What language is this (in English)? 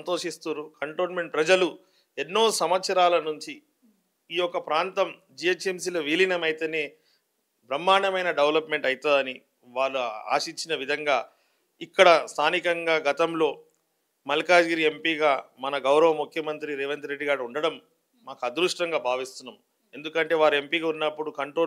Telugu